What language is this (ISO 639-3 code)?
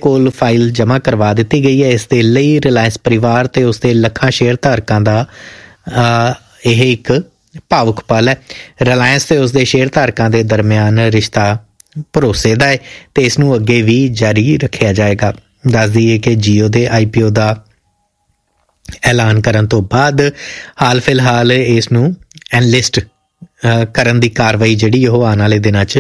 pan